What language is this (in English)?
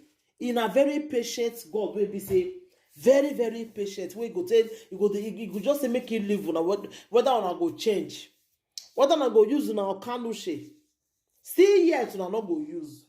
Nigerian Pidgin